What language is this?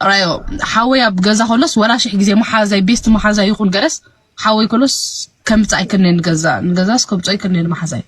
Tigrinya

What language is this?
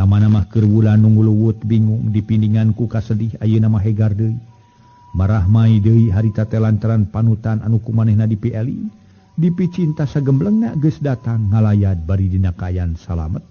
Sundanese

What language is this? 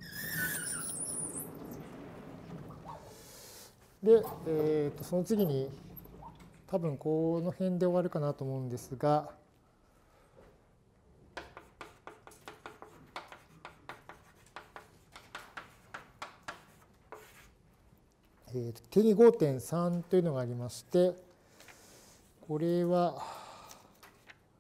Japanese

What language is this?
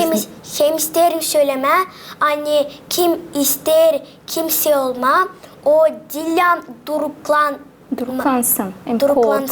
Gagauz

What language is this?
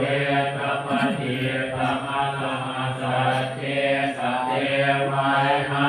Pali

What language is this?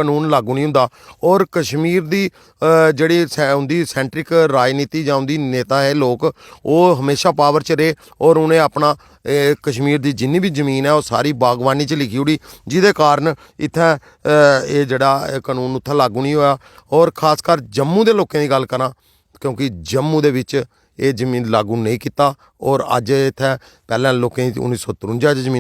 Dogri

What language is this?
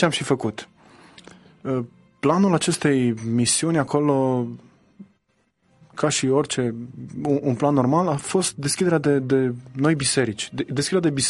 Romanian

